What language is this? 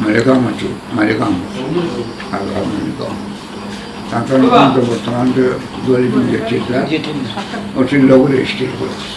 Sylheti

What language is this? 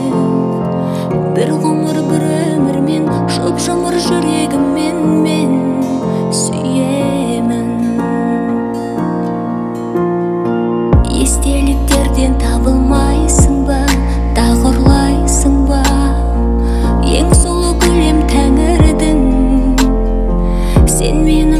Kazakh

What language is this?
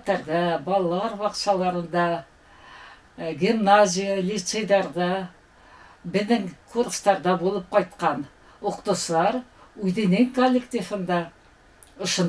Bashkir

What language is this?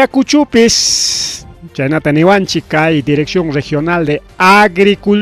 Ayacucho Quechua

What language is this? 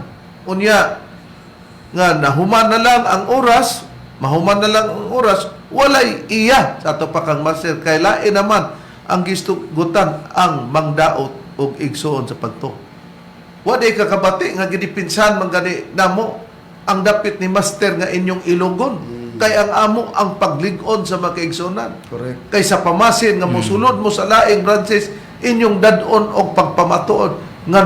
Cebuano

